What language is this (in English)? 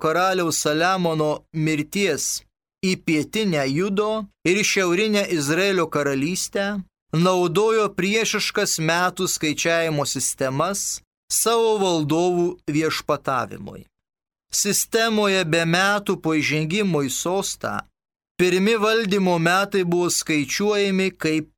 Lithuanian